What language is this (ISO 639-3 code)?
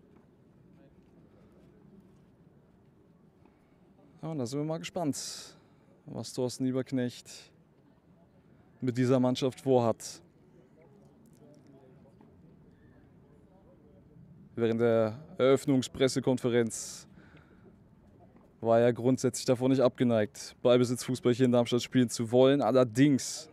deu